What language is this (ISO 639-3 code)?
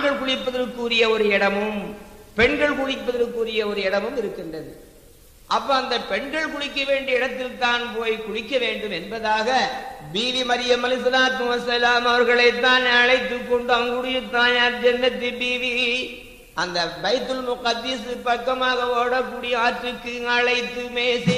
tam